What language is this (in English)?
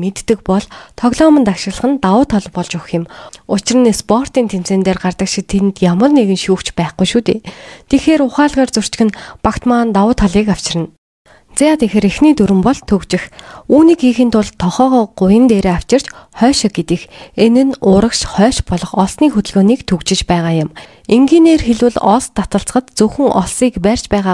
Mongolian